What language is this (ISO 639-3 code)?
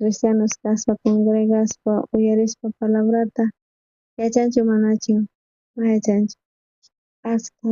quh